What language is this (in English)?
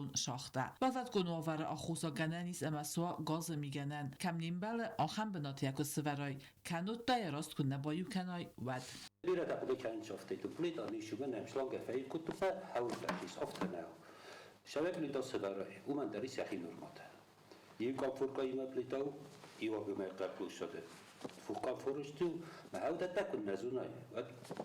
Ossetic